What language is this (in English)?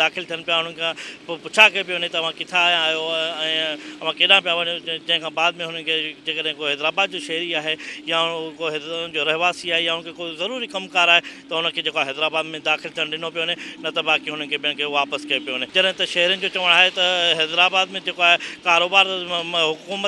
Sindhi